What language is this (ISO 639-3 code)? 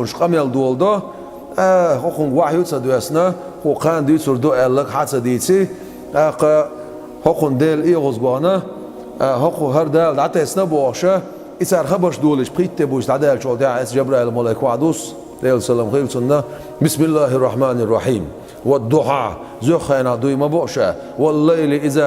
che